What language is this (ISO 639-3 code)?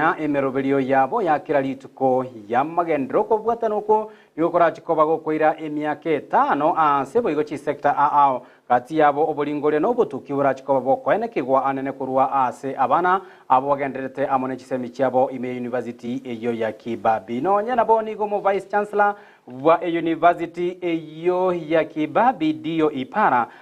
guz